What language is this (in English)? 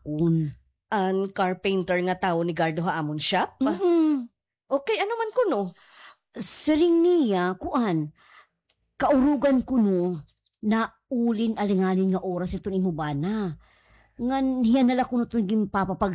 Waray